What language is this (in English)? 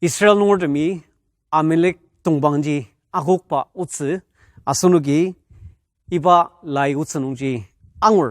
Ao Naga